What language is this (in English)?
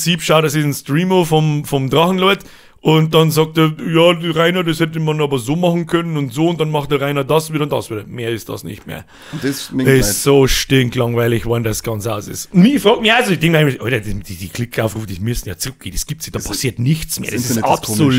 Bavarian